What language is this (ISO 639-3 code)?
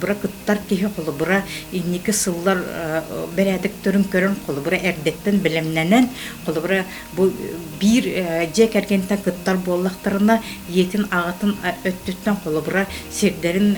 sah